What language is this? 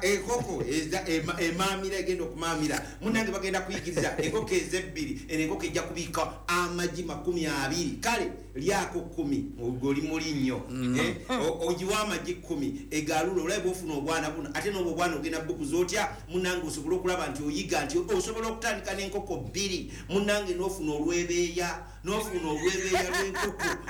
Ganda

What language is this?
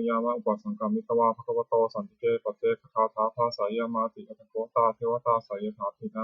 Pali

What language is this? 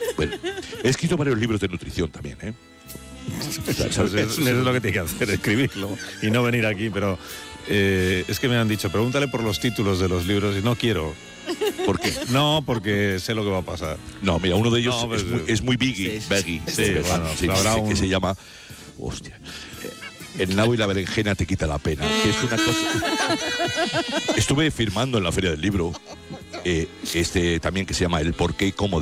Spanish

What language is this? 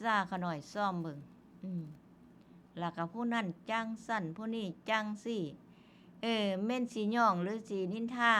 Northeastern Thai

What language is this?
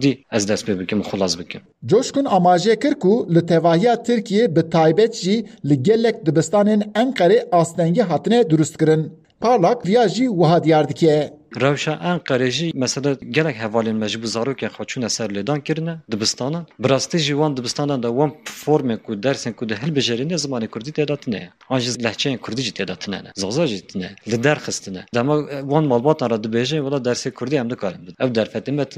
Kurdish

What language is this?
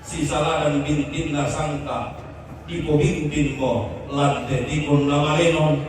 Toraja-Sa'dan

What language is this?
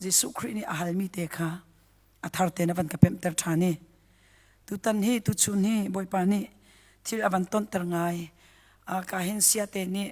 Hakha Chin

